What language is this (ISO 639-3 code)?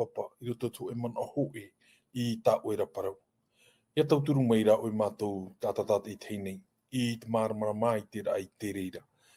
tah